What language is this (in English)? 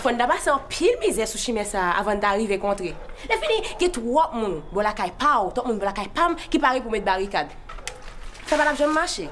Haitian Creole